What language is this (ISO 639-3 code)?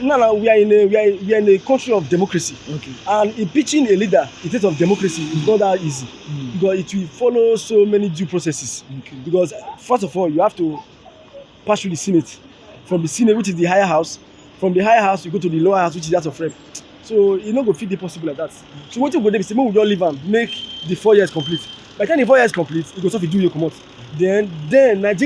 pcm